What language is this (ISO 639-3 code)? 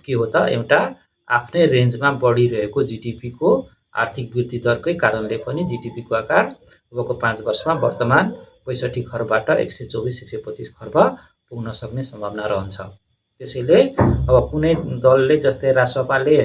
nep